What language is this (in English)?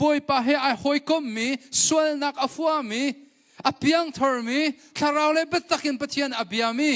Hakha Chin